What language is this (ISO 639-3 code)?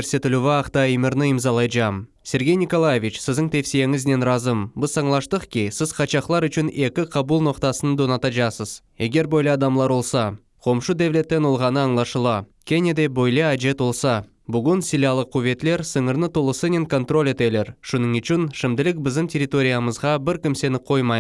crh